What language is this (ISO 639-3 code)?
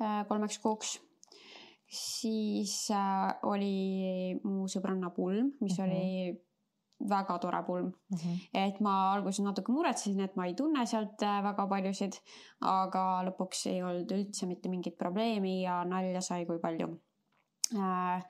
est